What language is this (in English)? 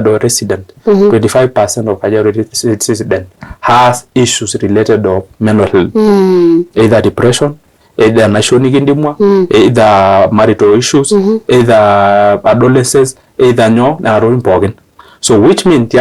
Masai